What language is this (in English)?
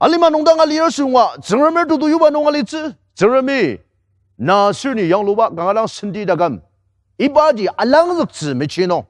Ao Naga